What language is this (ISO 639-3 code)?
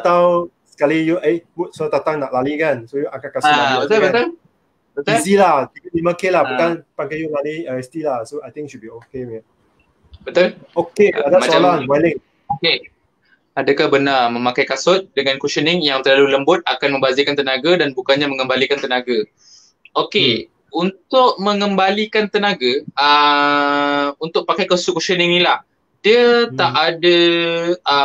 msa